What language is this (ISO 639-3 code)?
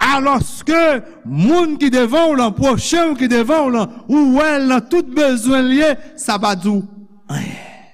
hat